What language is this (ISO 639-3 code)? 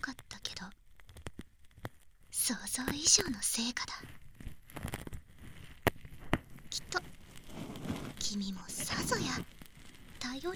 jpn